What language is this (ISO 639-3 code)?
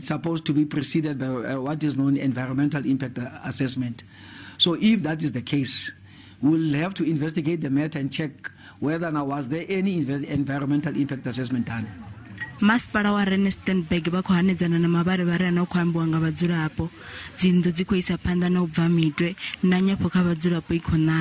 ven